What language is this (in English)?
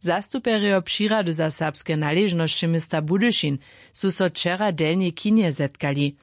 Upper Sorbian